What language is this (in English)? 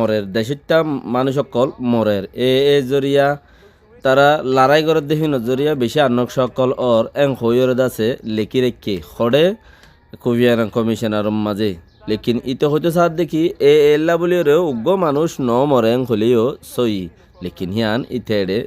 Rohingya